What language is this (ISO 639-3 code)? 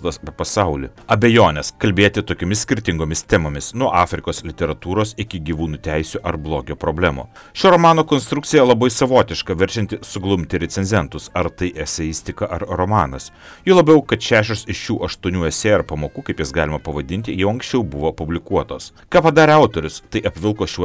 lit